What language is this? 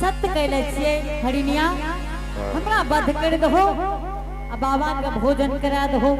Angika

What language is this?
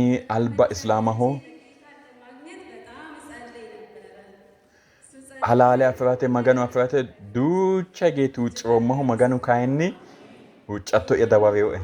Sidamo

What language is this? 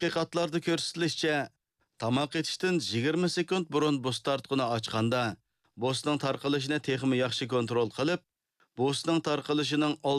Uyghur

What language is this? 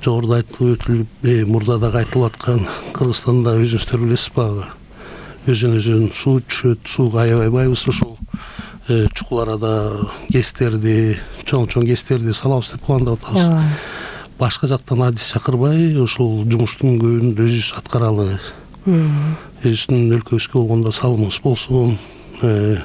Kyrgyz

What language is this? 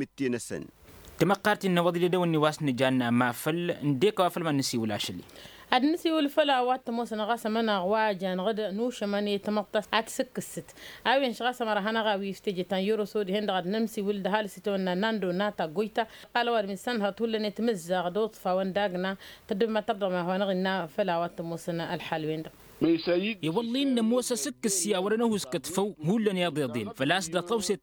Tamasheq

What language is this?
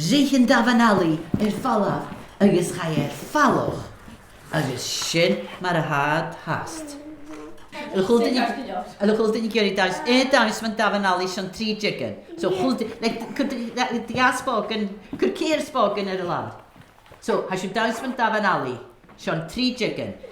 Scottish Gaelic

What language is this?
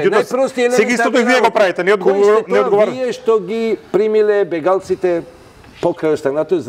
Macedonian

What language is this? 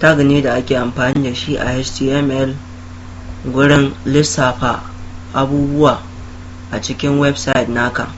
Hausa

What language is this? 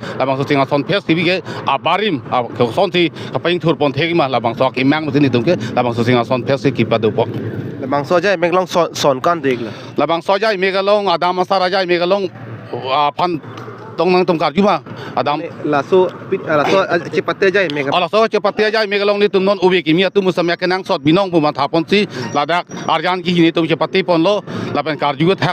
Karbi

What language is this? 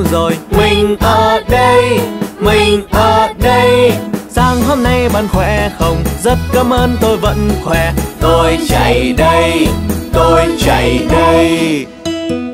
Vietnamese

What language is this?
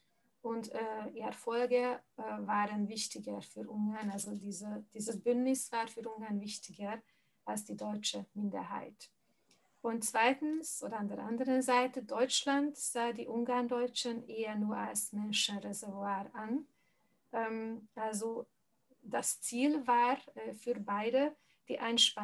German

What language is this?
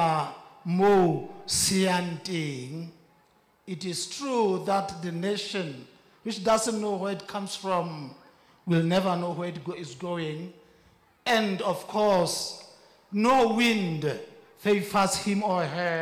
Southern Sotho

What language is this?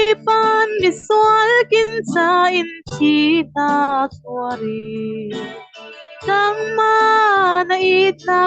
Falam Chin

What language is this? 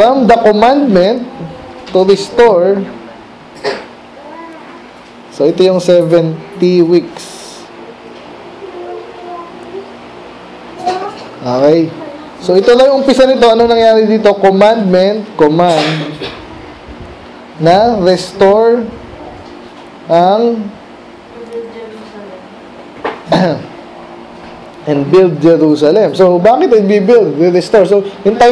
Filipino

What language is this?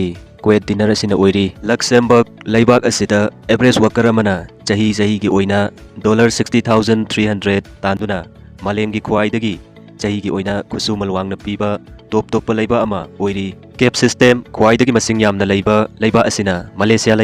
Manipuri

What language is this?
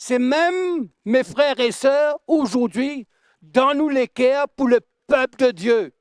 Morisyen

